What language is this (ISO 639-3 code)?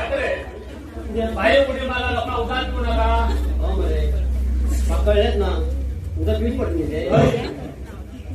kok